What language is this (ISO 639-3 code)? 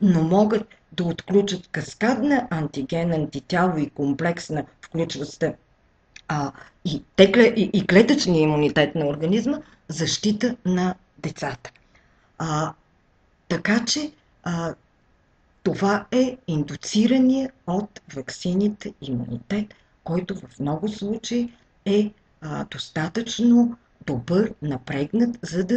bul